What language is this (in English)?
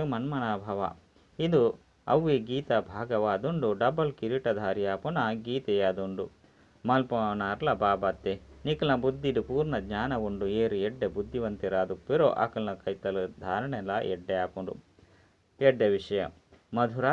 Tulu